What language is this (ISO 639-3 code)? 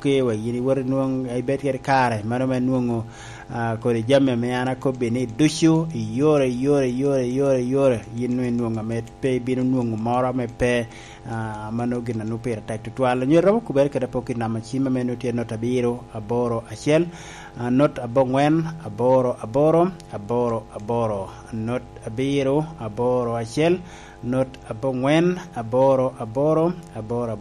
laj